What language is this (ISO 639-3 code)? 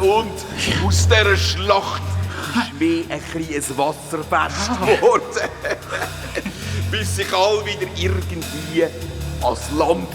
gsw